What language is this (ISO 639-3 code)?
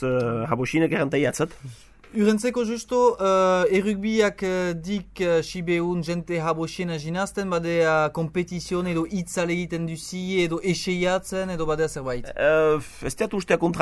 eus